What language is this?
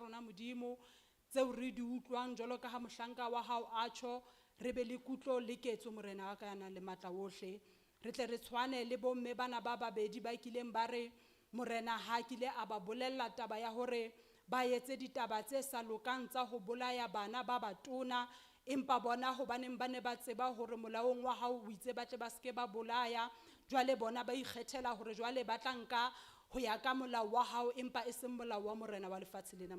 Southern Sotho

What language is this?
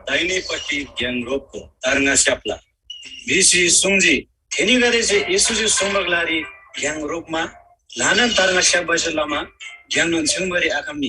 Eastern Tamang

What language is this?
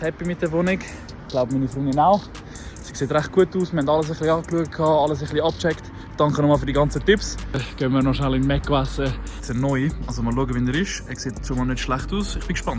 Swiss German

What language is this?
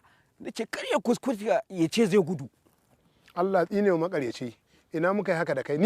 Hausa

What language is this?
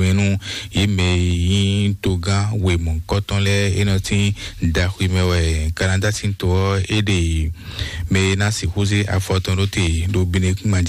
Fon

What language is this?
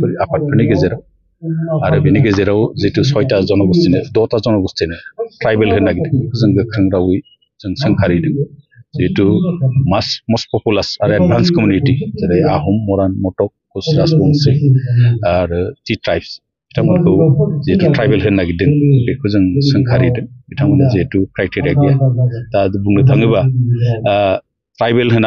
Bodo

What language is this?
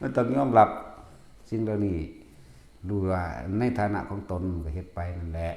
Northeastern Thai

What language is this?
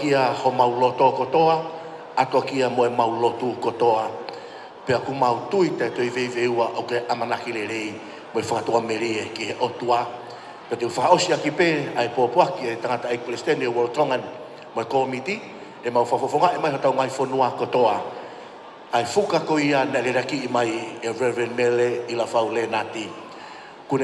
Tongan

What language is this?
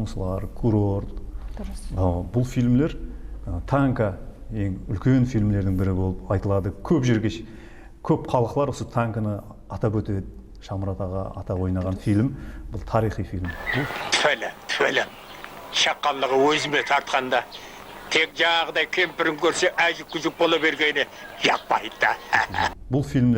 Kara-Kalpak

